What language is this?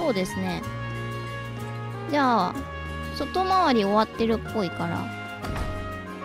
Japanese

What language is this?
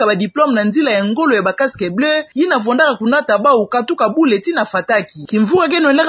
Kituba (Democratic Republic of Congo)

